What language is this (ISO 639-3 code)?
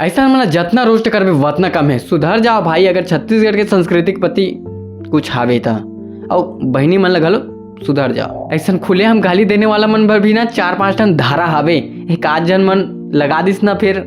hne